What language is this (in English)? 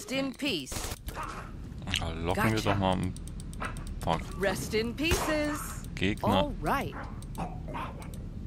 German